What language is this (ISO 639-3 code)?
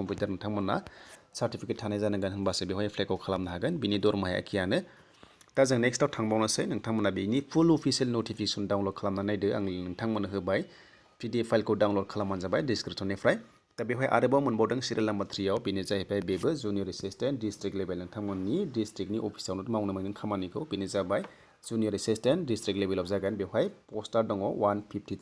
brx